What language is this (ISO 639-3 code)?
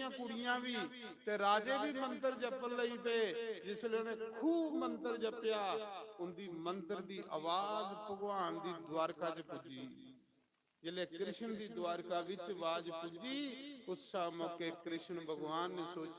doi